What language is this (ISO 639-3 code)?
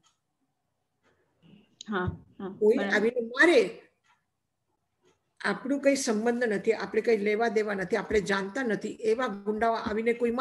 guj